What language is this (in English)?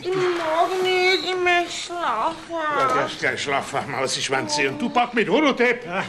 Bavarian